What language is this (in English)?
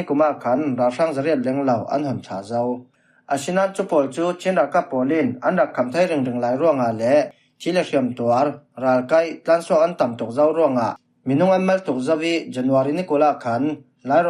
Falam Chin